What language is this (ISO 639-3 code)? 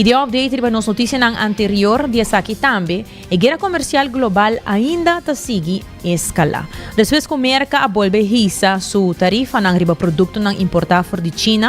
pap